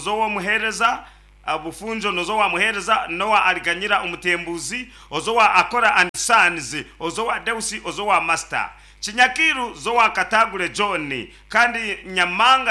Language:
Nyankole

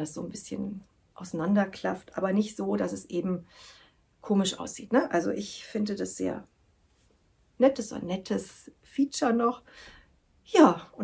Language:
German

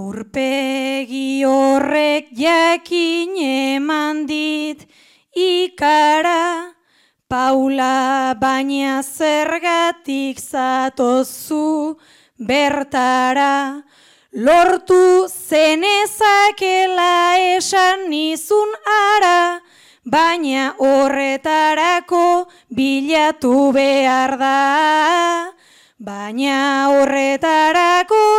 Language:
Basque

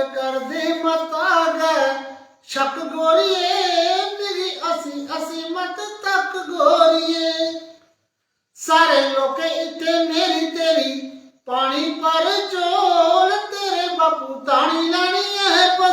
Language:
Dogri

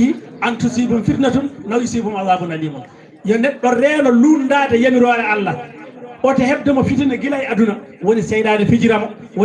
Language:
Fula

